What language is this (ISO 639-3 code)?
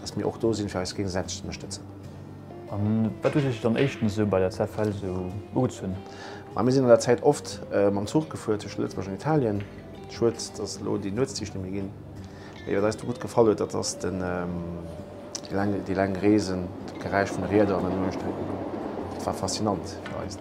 ltz